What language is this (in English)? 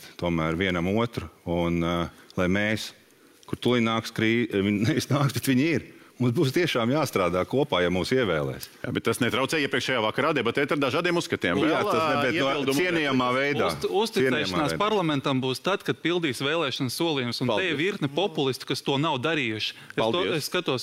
Latvian